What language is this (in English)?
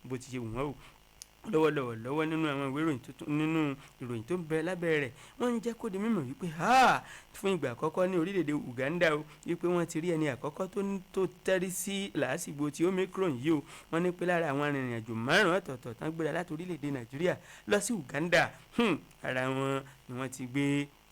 Yoruba